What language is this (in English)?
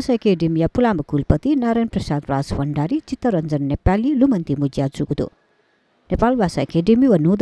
Newari